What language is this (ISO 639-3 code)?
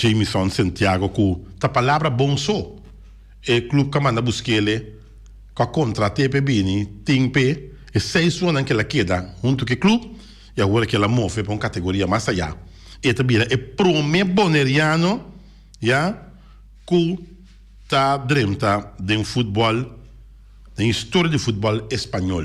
pap